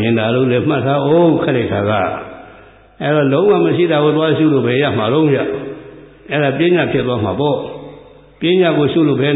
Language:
Burmese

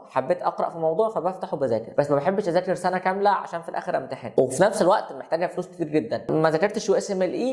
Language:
Egyptian Arabic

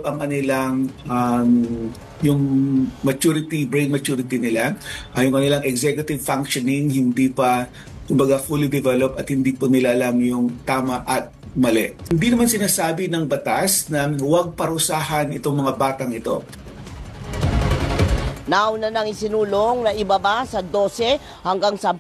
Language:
Filipino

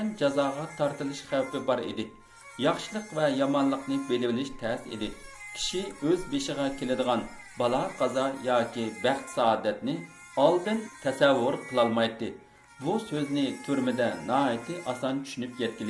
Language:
Uyghur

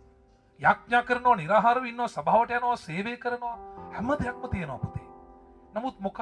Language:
Sinhala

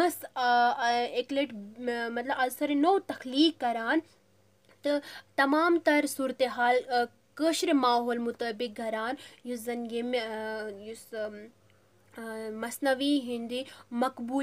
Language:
Kashmiri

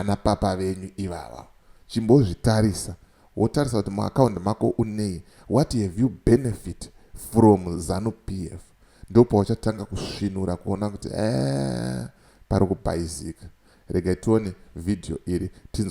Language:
Shona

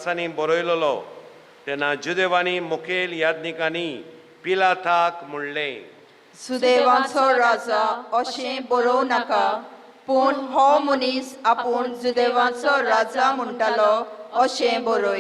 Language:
Konkani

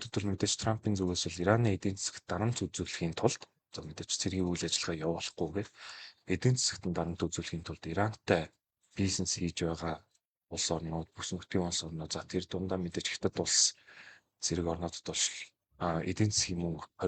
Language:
Mongolian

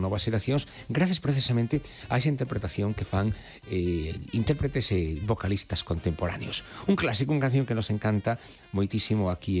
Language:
Galician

